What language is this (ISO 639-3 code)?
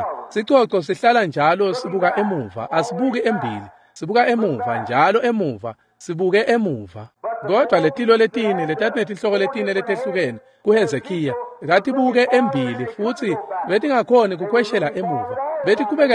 ssw